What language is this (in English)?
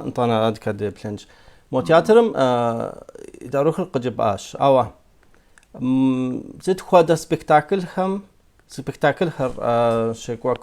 Kabardian